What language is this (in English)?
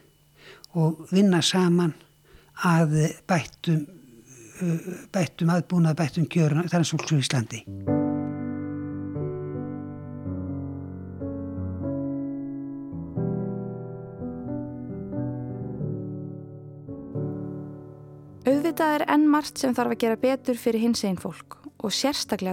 Icelandic